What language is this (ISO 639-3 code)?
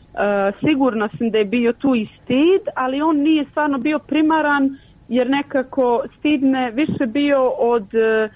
hrv